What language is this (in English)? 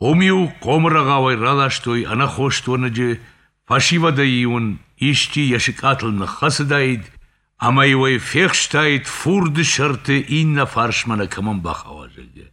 Ossetic